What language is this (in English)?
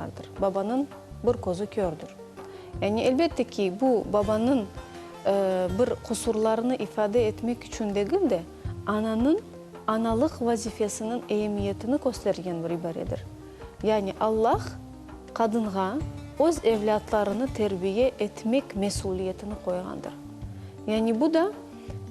Crimean Tatar